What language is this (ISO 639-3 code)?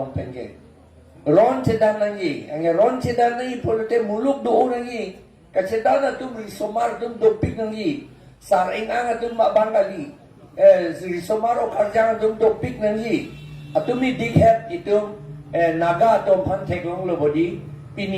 mjw